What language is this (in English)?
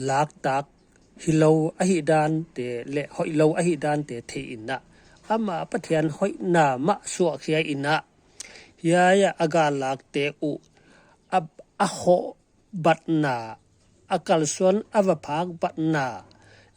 Paite Chin